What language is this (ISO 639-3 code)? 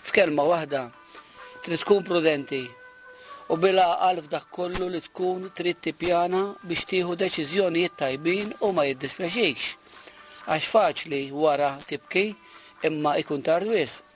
mlt